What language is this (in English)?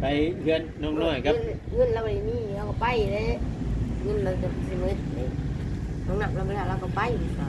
Northeastern Thai